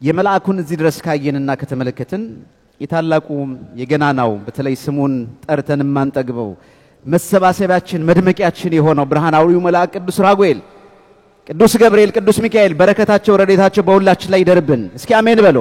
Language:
Amharic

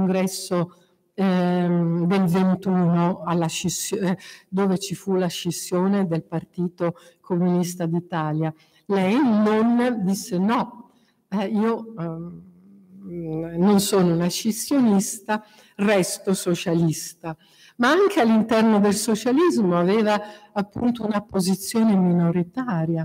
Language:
Italian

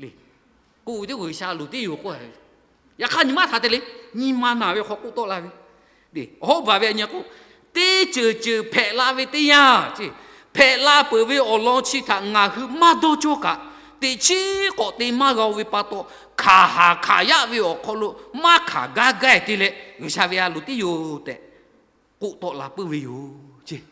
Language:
Lahu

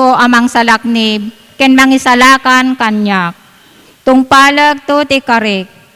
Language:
Iloko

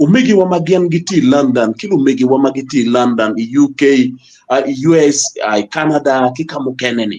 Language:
Acoli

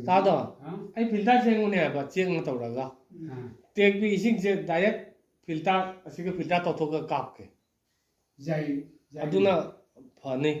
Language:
Manipuri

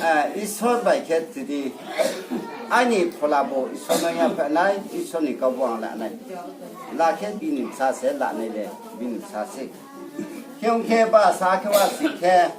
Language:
Riang (India)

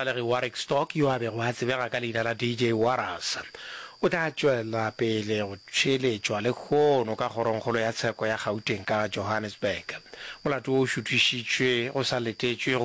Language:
Northern Sotho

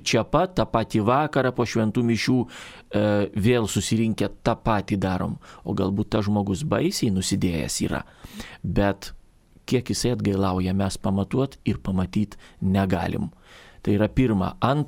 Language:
Lithuanian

